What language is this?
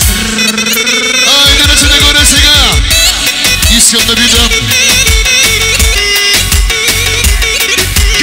Bulgarian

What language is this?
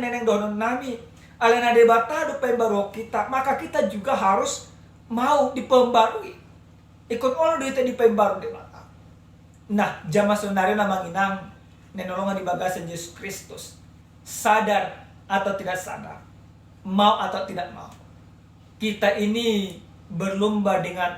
Batak Toba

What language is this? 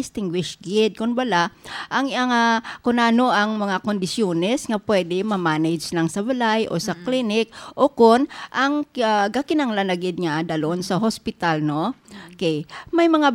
Hiligaynon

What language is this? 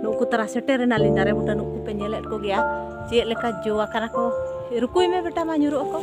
Santali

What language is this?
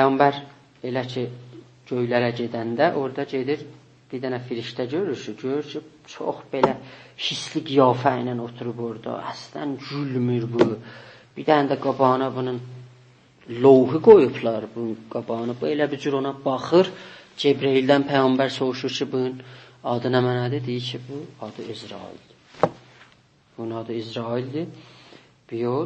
South Azerbaijani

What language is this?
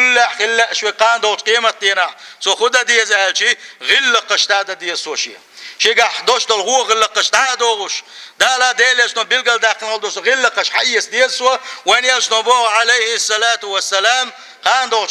Chechen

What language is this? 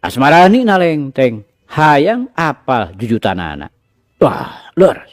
Sundanese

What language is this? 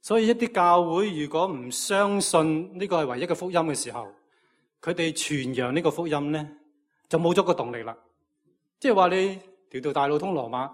Cantonese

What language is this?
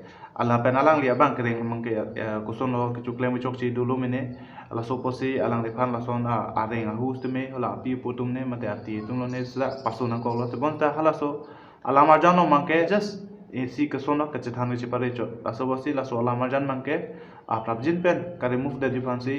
Karbi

